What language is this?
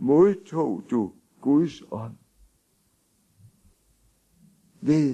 Danish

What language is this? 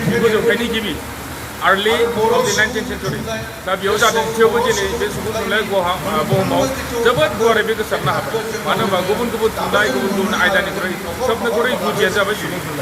Bodo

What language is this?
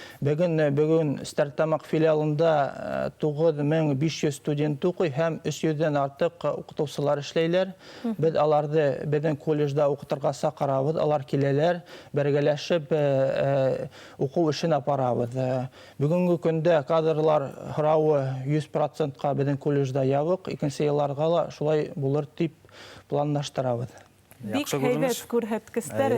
Bashkir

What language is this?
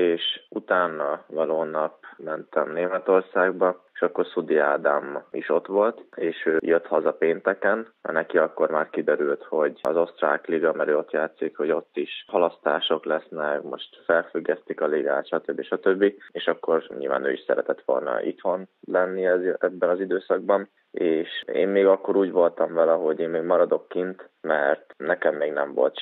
Hungarian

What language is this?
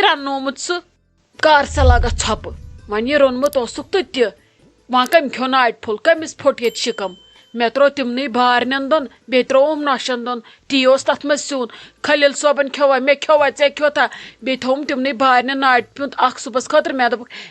Kashmiri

